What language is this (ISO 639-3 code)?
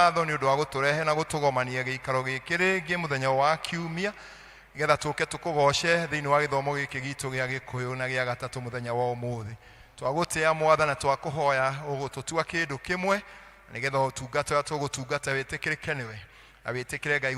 kik